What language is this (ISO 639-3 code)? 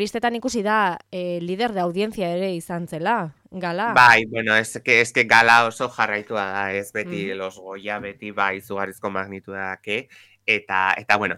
eus